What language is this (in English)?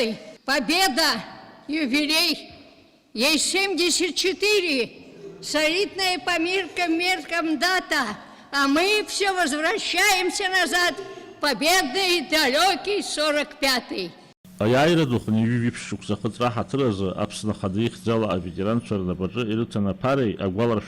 Abkhazian